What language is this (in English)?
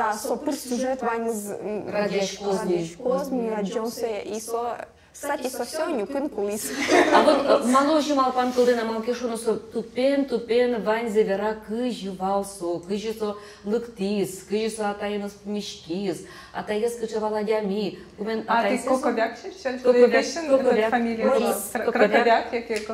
Udmurt